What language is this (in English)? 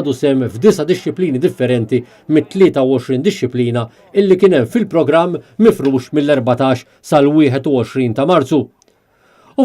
Maltese